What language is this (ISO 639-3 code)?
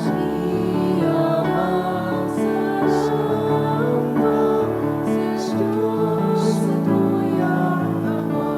bik